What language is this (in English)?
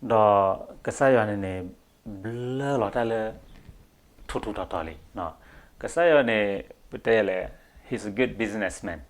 S'gaw Karen